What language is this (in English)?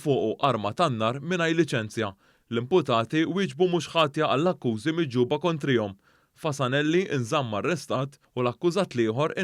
Maltese